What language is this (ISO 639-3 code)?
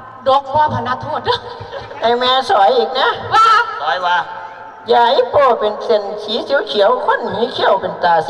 tts